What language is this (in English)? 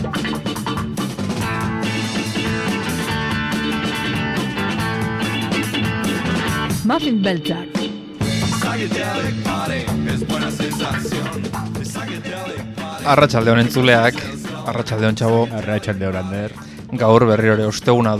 Basque